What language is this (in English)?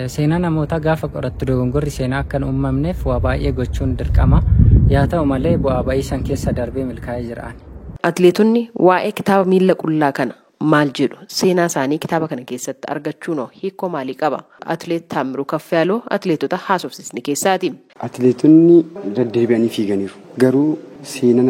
Oromo